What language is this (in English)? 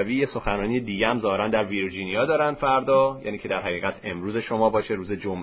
Persian